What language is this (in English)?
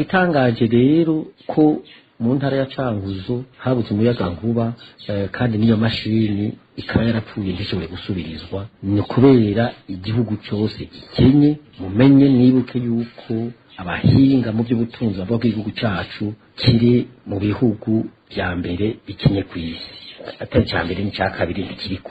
Rundi